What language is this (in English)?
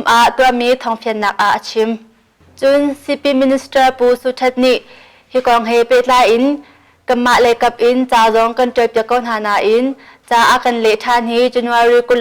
Hakha Chin